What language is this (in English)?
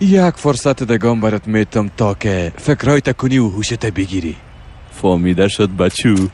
Persian